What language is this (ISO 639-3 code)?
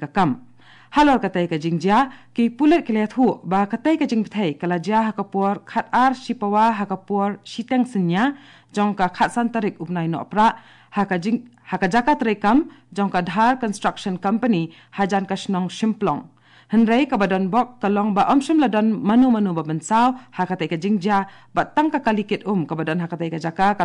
kha